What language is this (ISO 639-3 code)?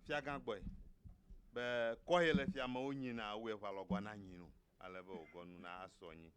ewe